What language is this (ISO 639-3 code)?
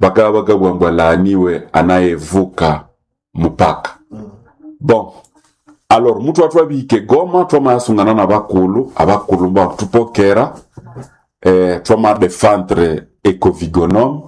nnb